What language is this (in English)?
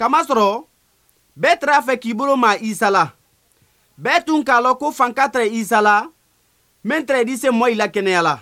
Bambara